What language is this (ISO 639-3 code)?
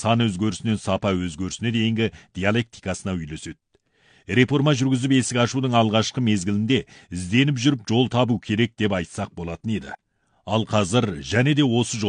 kaz